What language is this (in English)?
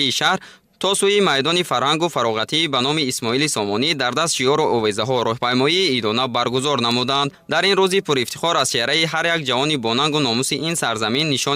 Tajik